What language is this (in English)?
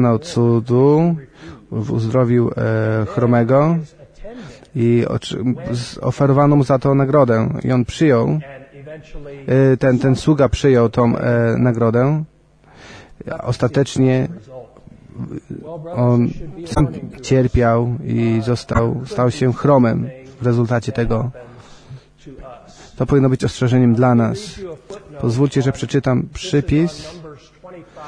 Polish